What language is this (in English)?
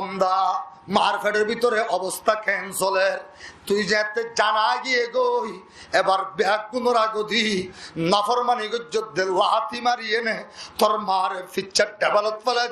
Rohingya